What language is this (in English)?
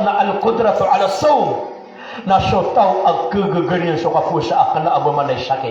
Maranao